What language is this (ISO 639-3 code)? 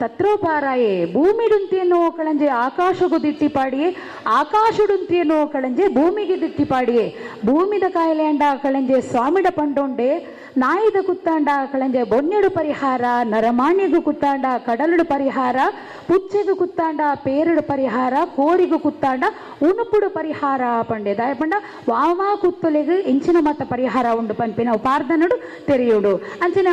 tcy